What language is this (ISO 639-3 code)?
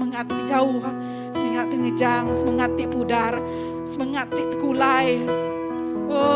iba